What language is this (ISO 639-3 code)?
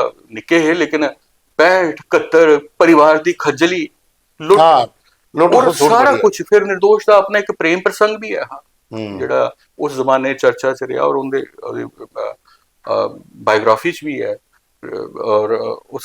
doi